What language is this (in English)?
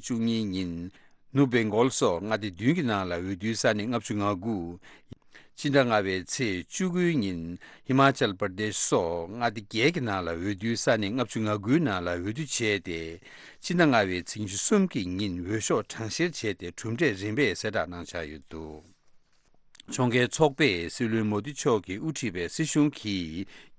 Tibetan